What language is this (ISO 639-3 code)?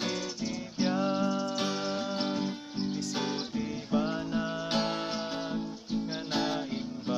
ilo